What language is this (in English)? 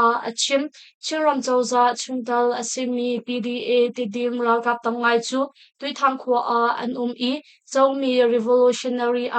Hakha Chin